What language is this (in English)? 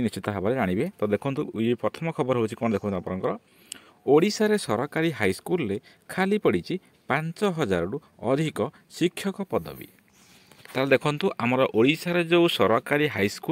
Odia